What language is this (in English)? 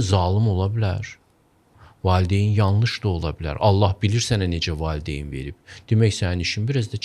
Azerbaijani